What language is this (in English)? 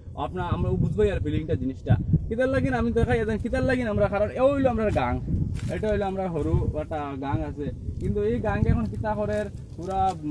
Sylheti